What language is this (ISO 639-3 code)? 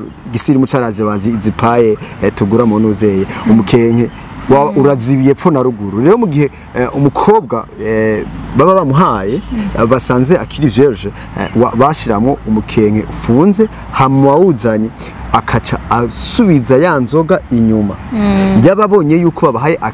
run